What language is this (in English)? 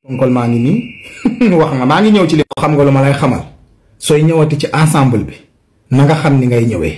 Wolof